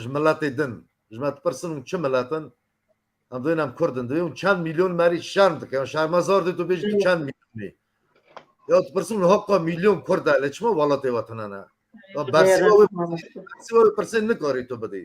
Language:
Kurdish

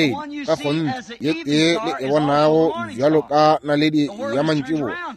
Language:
Northern Sotho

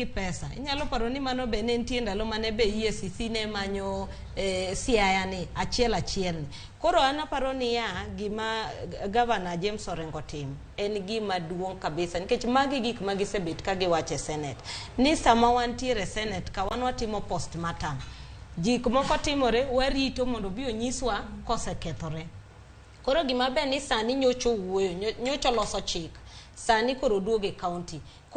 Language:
Luo (Kenya and Tanzania)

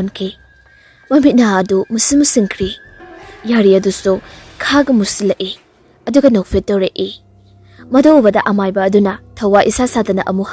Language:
Manipuri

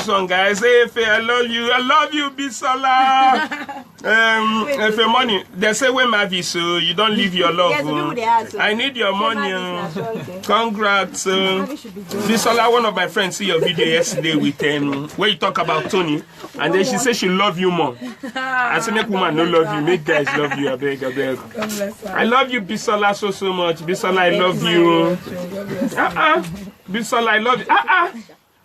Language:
Nigerian Pidgin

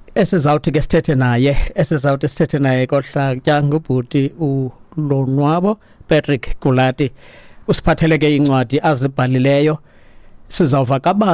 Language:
Xhosa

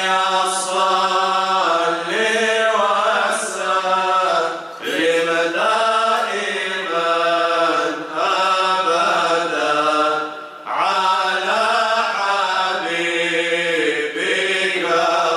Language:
Kabardian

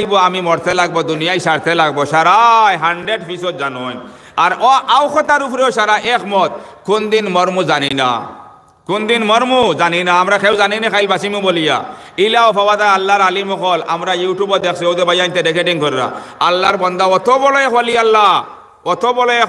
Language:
Sylheti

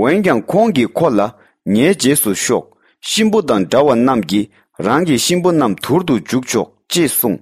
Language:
Tibetan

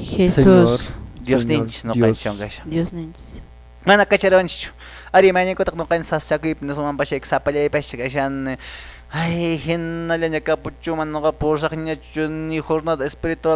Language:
Quechua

